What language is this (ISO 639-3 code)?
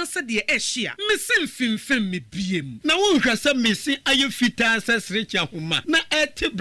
aka